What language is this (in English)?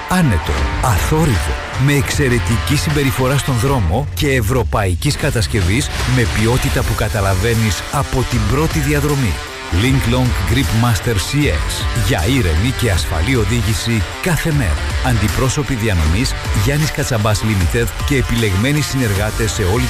Greek